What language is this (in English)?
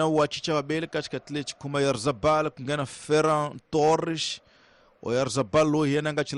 Tsonga